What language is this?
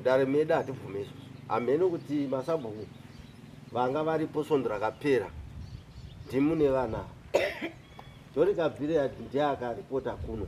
Shona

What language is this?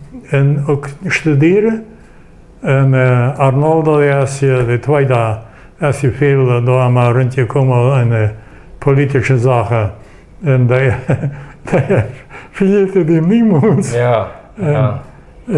Plautdietsch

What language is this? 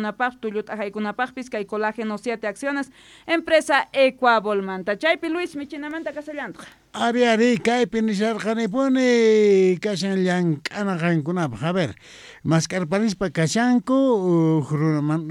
South Bolivian Quechua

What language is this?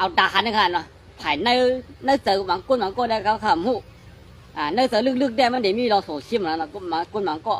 Shan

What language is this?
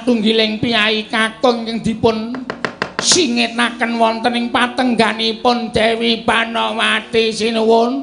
Javanese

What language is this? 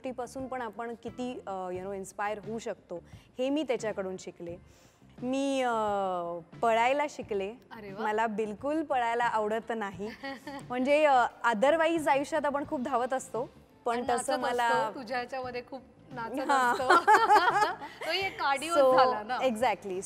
Marathi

